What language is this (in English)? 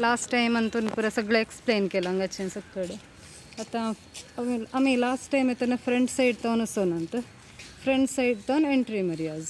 Konkani